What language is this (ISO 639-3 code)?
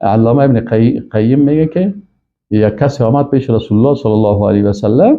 fas